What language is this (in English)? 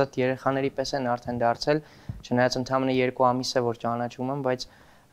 Armenian